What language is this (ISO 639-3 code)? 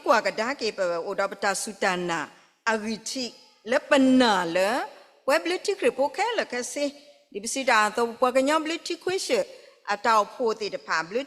ksw